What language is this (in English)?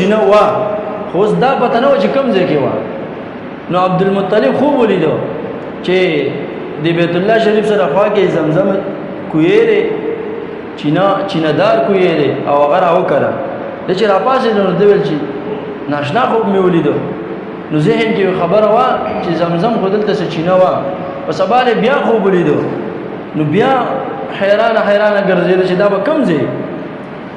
Pashto